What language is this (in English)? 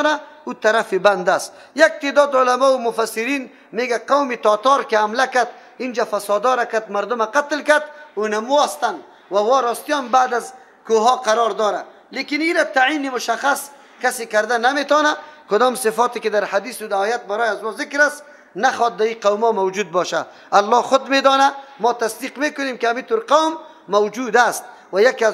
Persian